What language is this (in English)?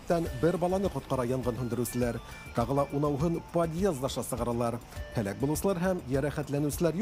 Bashkir